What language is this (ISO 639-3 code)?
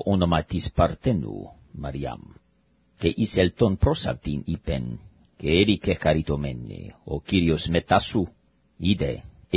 ell